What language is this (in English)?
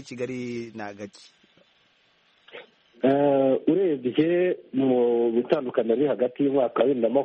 Kinyarwanda